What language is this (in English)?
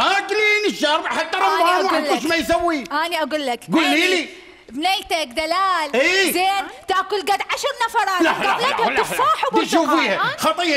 Mesopotamian Arabic